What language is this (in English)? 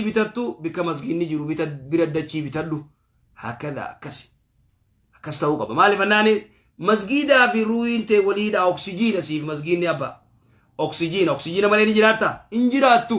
Oromo